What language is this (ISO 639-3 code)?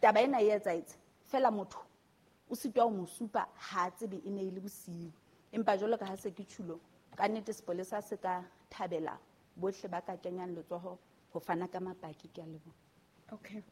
sot